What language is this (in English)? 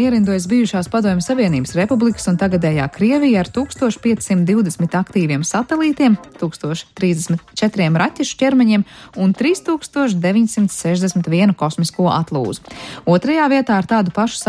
Latvian